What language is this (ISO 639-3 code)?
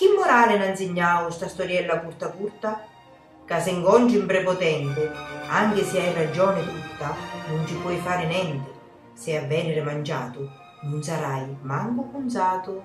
scn